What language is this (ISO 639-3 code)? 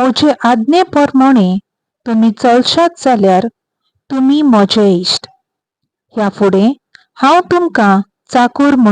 kok